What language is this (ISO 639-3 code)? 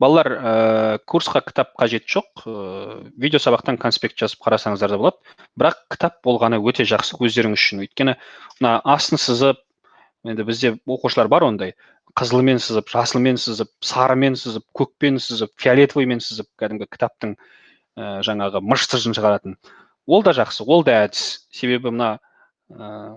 kaz